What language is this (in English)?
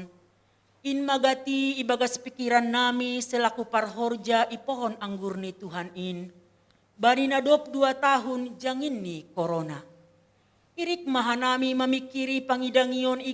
Batak Simalungun